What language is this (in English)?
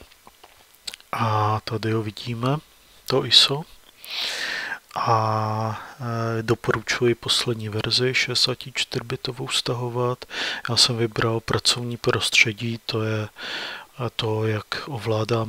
Czech